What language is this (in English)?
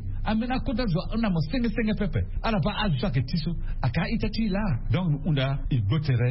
Sango